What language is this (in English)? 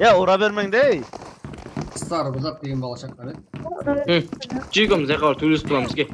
Kara-Kalpak